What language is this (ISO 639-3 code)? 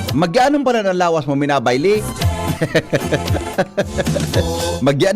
bik